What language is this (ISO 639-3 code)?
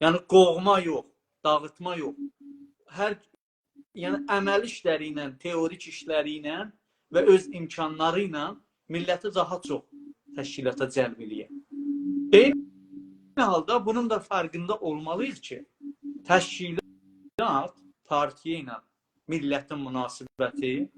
azb